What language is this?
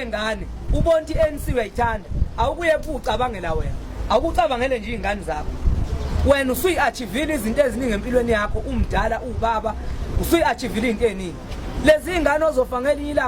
Zulu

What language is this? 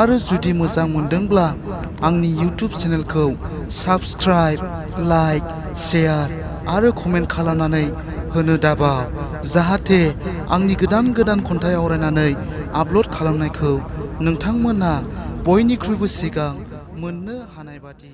Bodo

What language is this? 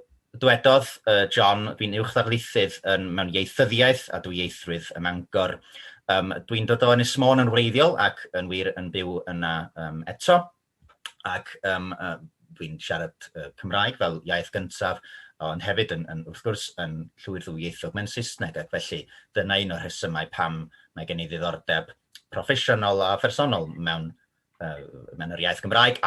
Welsh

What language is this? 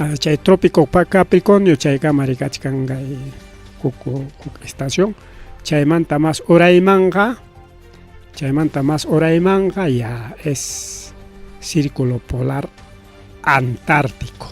Ayacucho Quechua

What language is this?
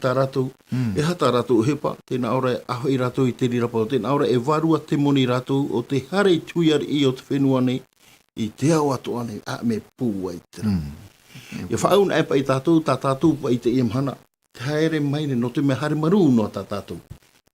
Tahitian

